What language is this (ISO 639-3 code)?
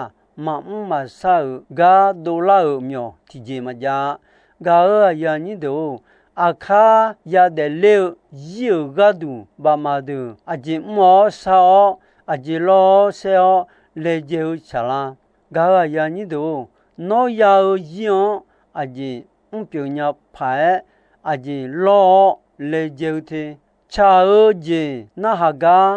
ahk